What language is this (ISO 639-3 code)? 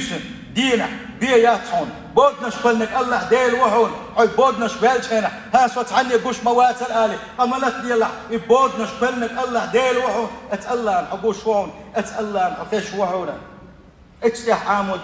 che